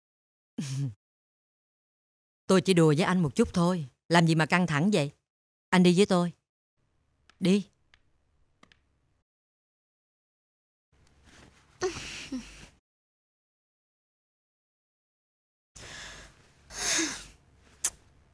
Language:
Vietnamese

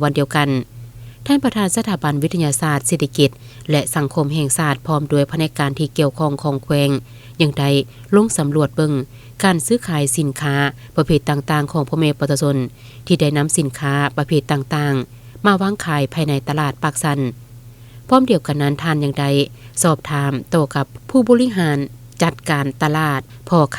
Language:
Lao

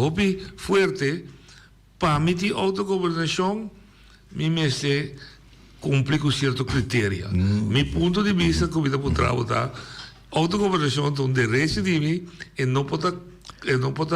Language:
Papiamento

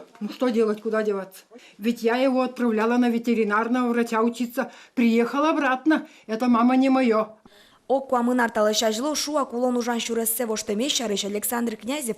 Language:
Udmurt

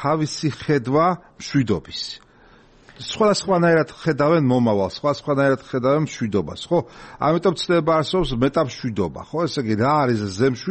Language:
Georgian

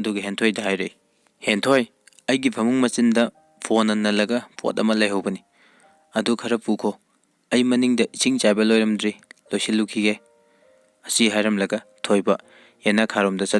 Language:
Manipuri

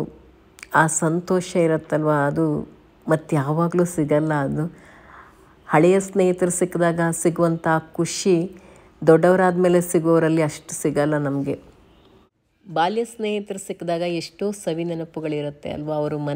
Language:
Kannada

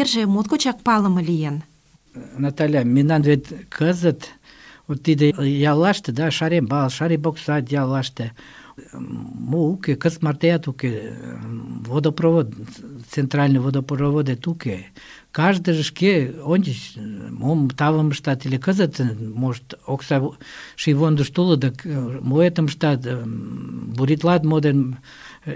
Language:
Mari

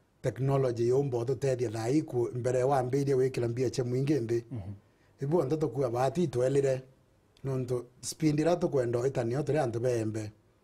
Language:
Meru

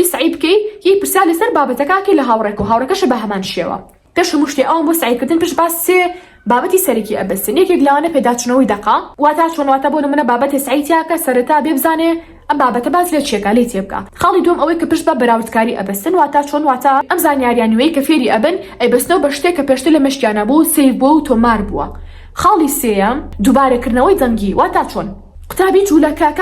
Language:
Central Kurdish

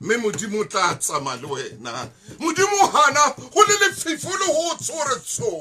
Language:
Southern Sotho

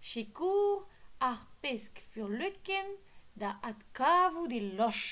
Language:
Breton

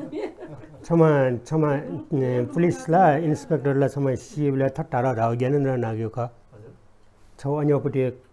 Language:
Newari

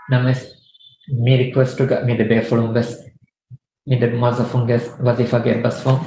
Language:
Divehi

